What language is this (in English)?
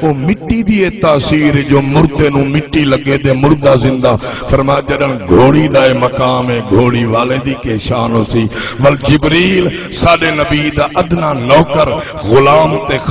Saraiki